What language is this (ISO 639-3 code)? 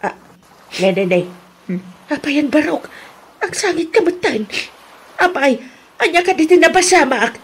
ilo